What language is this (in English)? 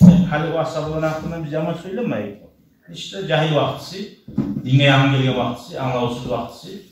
Kumyk